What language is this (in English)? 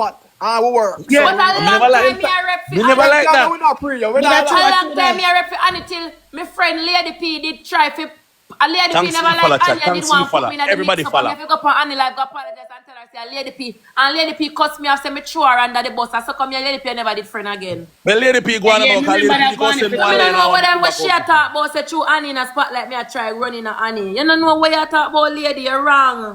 Jamaican Creole English